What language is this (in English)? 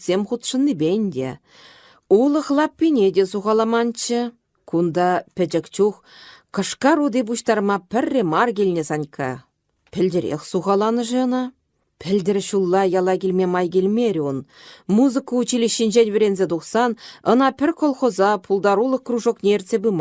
Chuvash